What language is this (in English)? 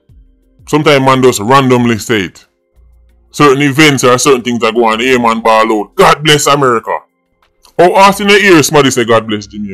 Jamaican Creole English